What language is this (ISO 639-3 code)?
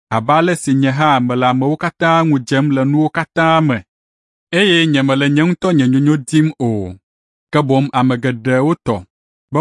ewe